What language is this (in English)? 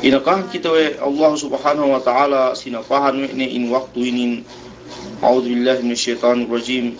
Yakan